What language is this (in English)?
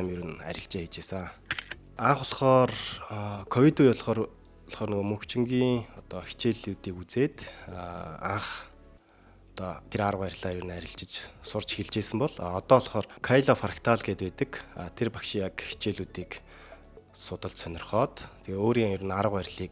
Mongolian